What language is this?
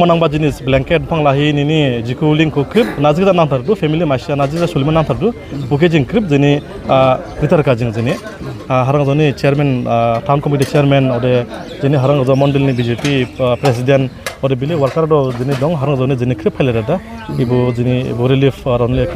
Dimasa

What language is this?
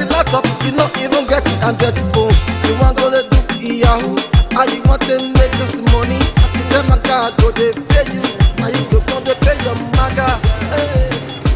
Nigerian Pidgin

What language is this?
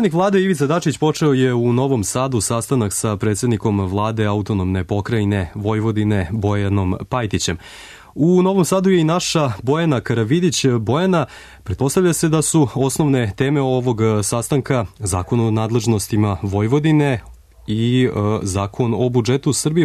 Serbian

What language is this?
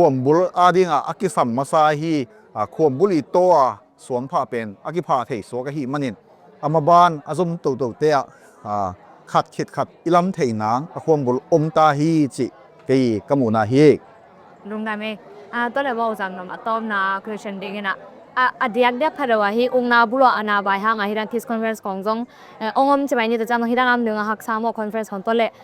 Tedim Chin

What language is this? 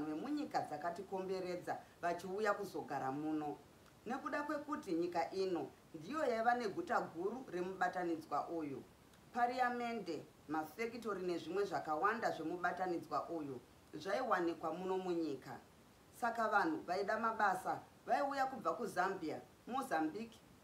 Shona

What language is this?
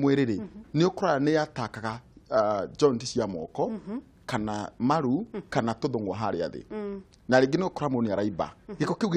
Kikuyu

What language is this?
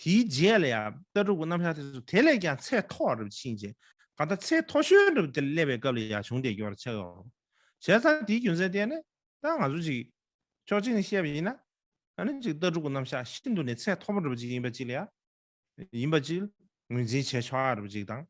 Tibetan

